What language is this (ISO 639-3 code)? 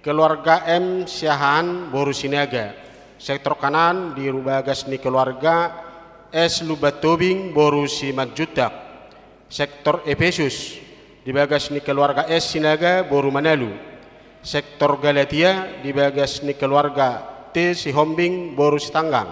bbc